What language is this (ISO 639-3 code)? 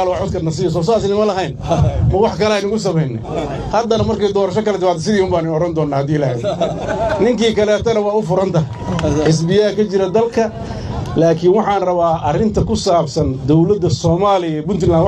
som